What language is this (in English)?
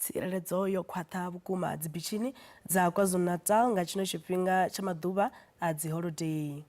Venda